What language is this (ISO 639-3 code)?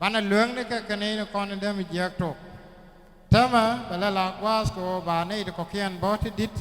nus